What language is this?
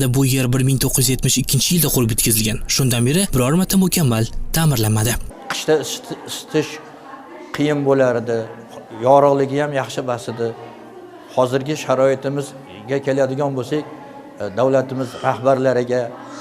Uzbek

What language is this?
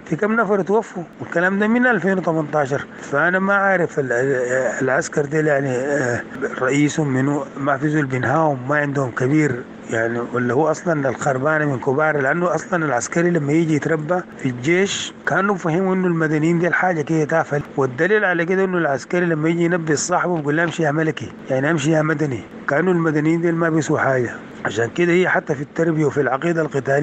Sudanese Arabic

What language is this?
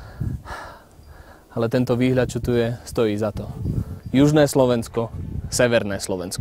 Slovak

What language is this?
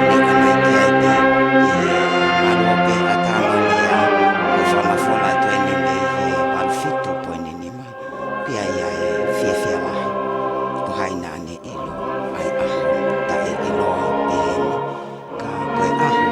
Tongan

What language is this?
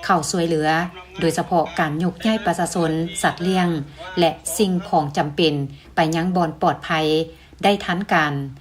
Lao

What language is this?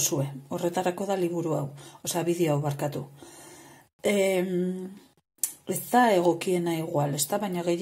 Basque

